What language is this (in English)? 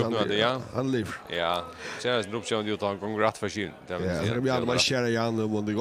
Faroese